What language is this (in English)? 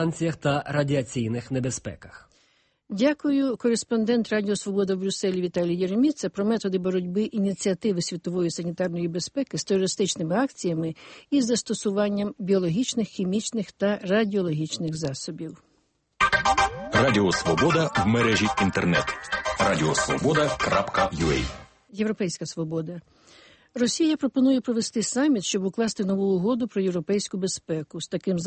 Ukrainian